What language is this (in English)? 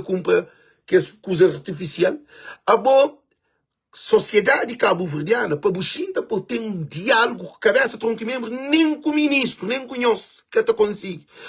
Kabuverdianu